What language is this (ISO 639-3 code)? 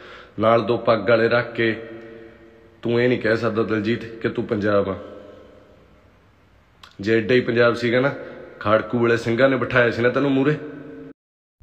pan